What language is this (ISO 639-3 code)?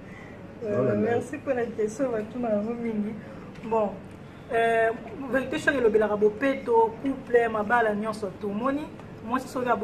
lin